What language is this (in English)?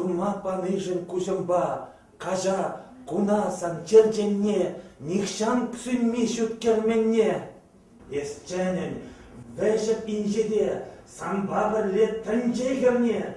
Chuvash